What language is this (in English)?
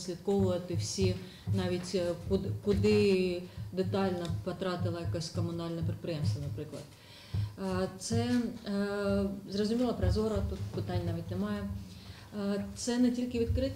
Ukrainian